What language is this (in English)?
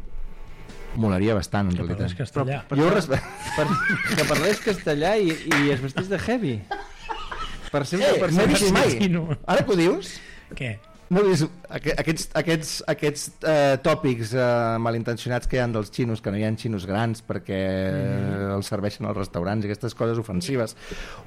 Catalan